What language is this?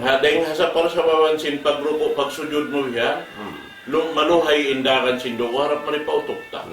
Tausug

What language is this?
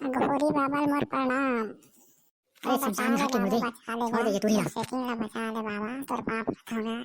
Chhattisgarhi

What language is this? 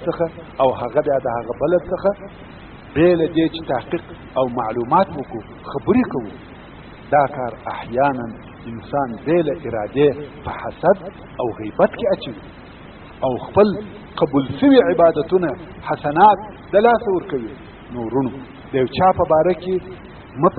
Pashto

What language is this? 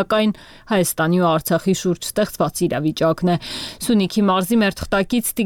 Armenian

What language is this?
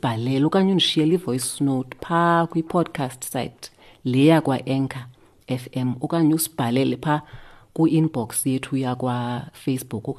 Xhosa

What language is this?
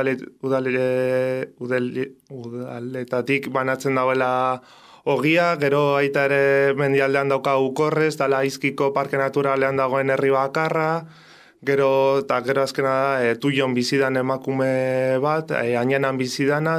Basque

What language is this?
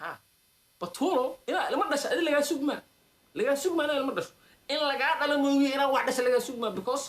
Somali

